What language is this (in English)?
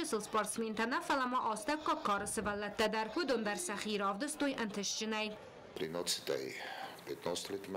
Ossetic